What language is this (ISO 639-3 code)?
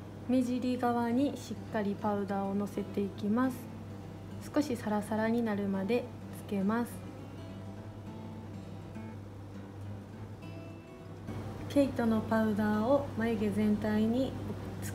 jpn